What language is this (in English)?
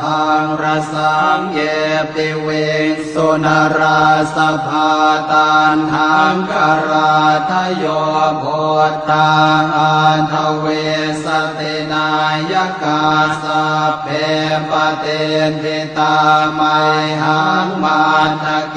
Pali